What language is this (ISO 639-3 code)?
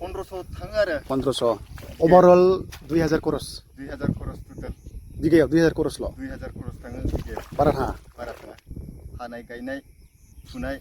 brx